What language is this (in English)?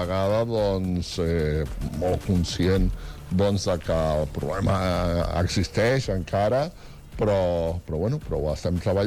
Catalan